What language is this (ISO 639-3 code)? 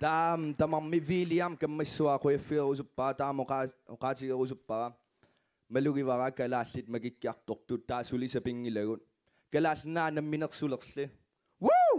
kal